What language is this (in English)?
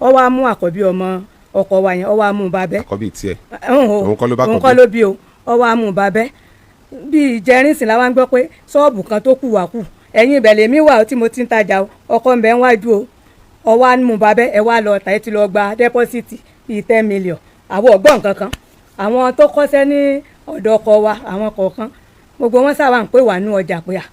Yoruba